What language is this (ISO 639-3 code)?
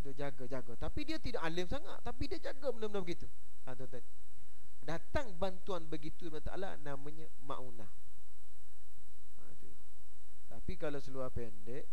msa